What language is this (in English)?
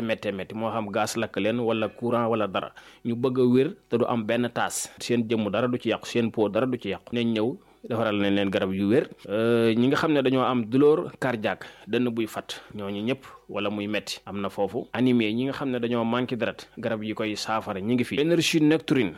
Wolof